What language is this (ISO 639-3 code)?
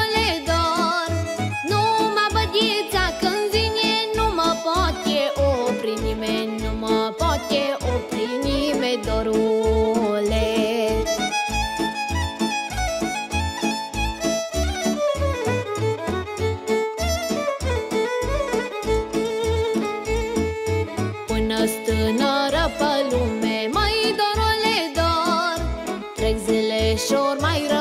ron